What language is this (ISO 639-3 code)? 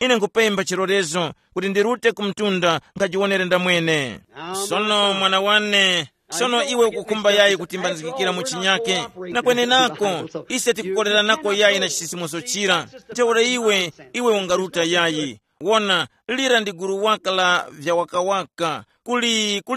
tum